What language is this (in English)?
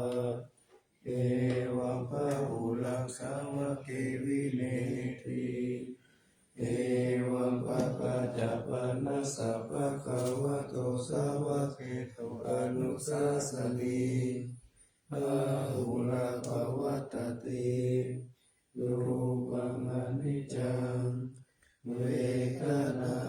Pali